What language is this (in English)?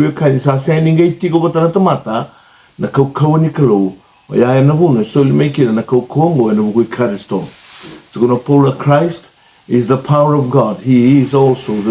Fijian